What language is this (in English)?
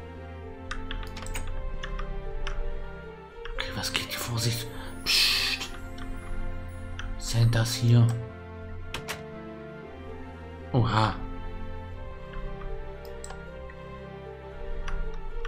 German